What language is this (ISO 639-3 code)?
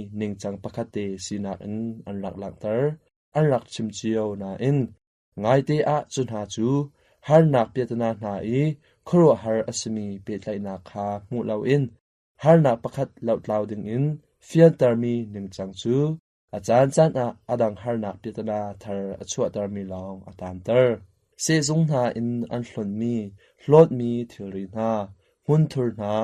cnh